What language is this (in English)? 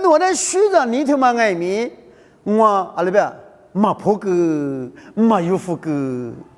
Lisu